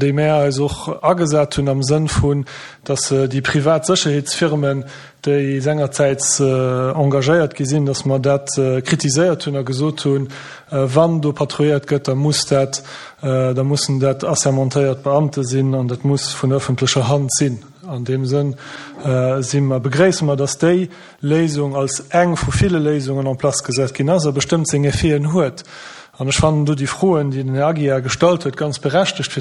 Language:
Luxembourgish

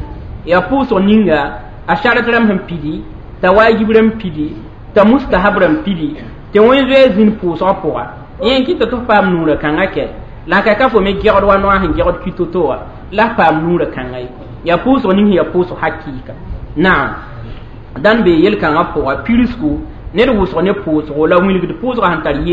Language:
Mossi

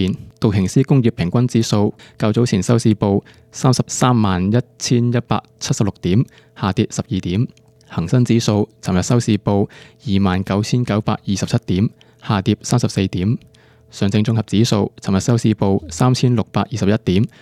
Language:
Cantonese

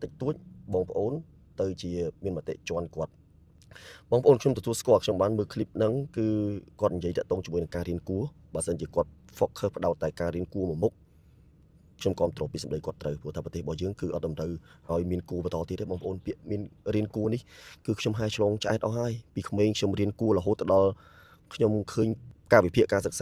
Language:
Khmer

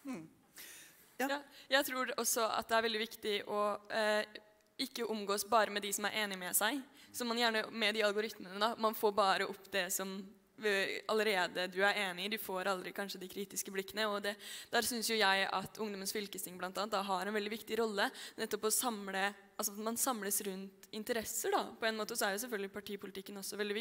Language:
Norwegian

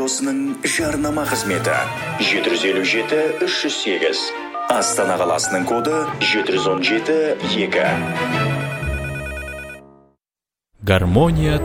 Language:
Kazakh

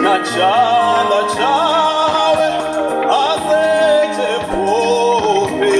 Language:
Venda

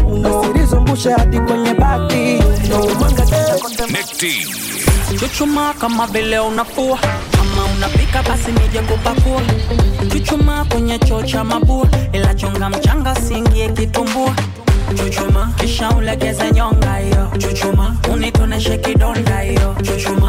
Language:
Swahili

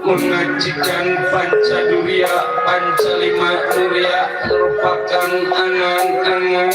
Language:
Betawi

